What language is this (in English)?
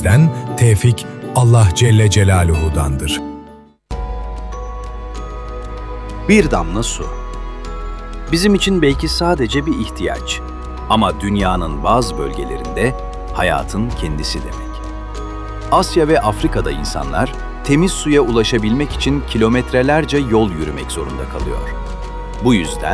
Turkish